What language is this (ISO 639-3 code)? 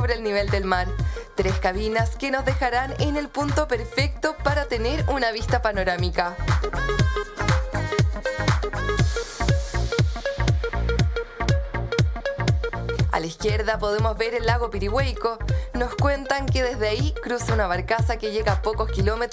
spa